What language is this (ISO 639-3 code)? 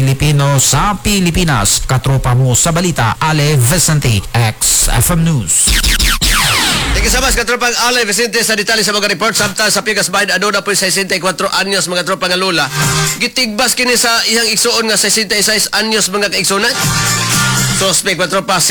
ceb